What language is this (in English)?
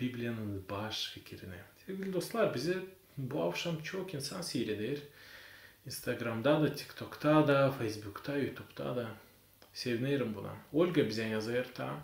Gagauz